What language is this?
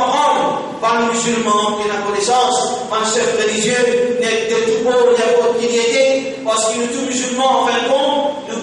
Morisyen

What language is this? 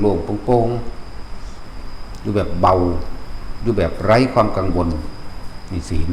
Northeastern Thai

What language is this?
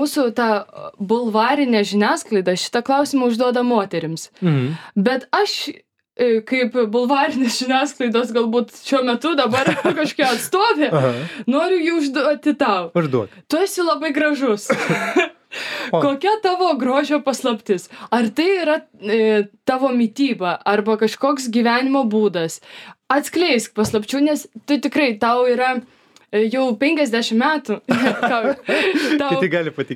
Lithuanian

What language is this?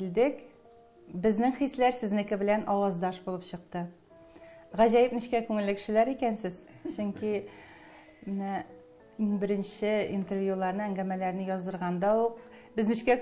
Tatar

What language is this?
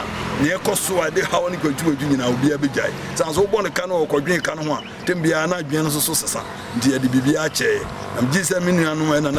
Akan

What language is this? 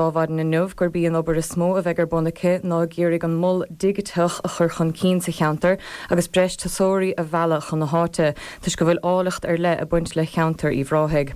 Irish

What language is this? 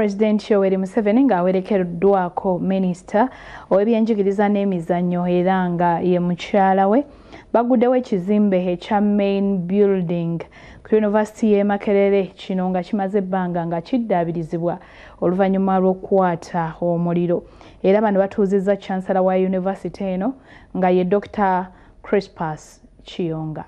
Ganda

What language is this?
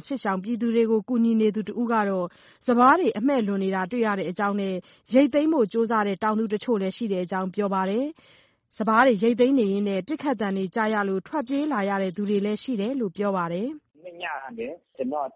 Burmese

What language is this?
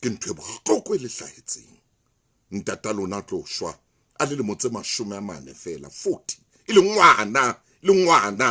Southern Sotho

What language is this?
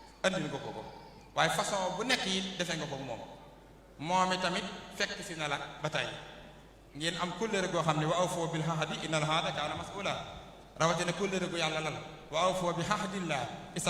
Wolof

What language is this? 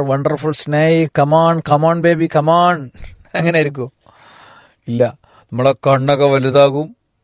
Malayalam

